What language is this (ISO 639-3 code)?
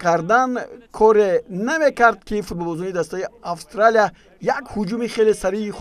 tgk